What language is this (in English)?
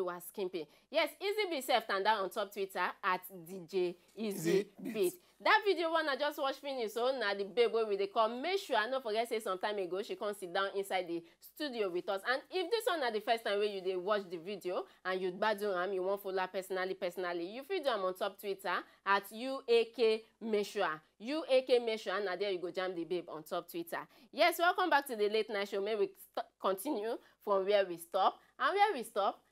Nigerian Pidgin